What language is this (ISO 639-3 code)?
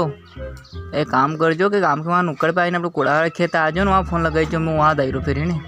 raj